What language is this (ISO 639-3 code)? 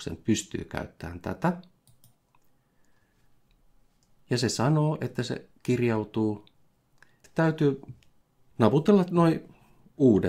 fin